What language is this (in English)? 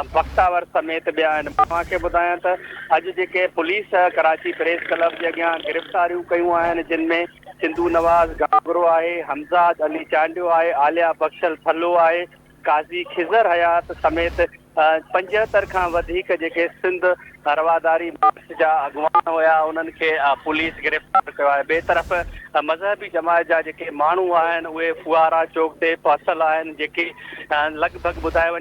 Sindhi